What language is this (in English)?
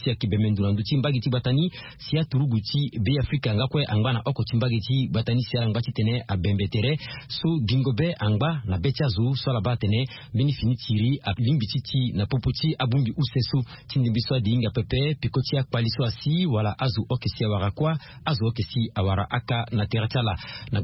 Sango